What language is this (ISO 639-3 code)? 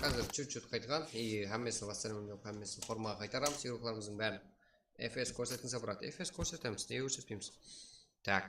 kaa